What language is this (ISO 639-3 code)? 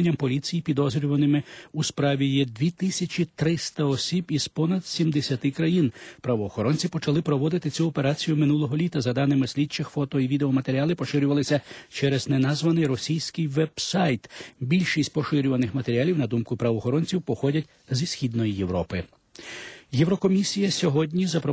ukr